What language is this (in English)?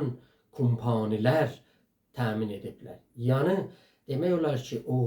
South Azerbaijani